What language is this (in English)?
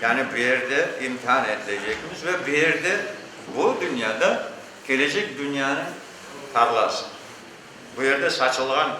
Crimean Tatar